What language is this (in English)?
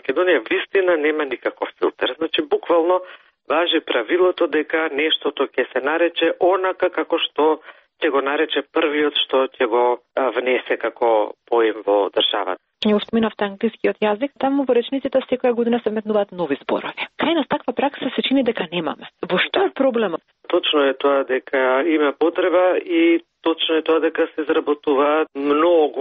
Macedonian